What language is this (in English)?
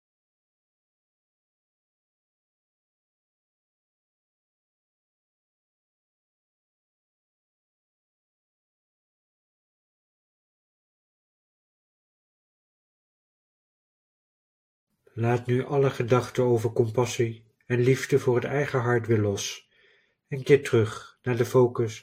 Dutch